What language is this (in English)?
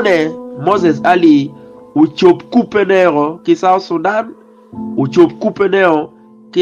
Acoli